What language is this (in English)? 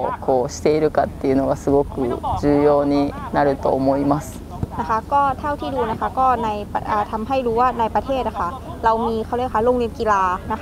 Thai